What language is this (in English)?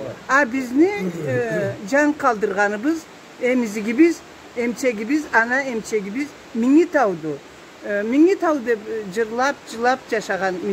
Karachay-Balkar